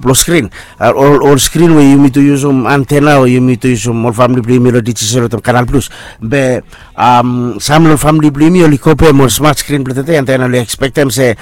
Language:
Bislama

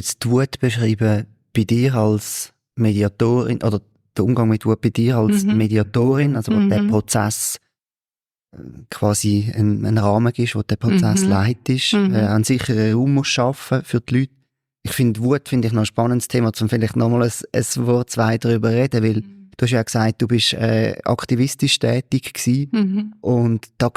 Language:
Swiss German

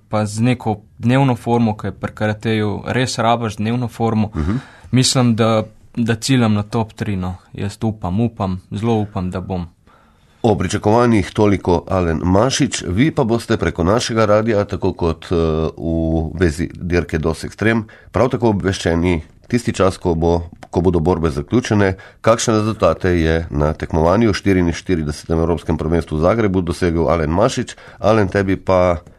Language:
Slovenian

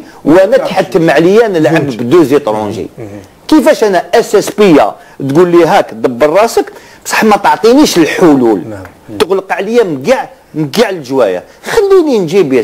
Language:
Algerian Arabic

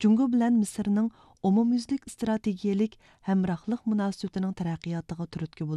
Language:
Uyghur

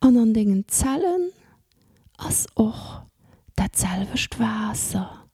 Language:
Luxembourgish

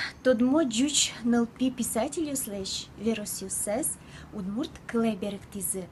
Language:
Udmurt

